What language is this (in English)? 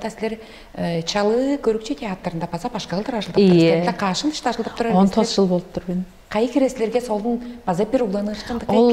Tuvinian